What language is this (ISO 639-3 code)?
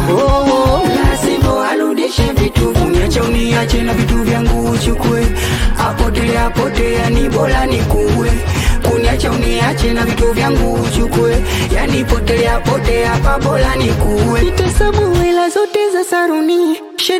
swa